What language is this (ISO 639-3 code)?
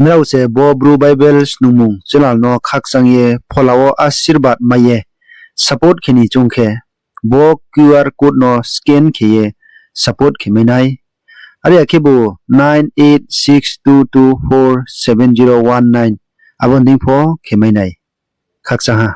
ria